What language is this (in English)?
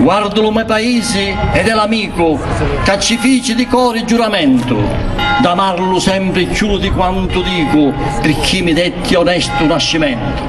Sicilian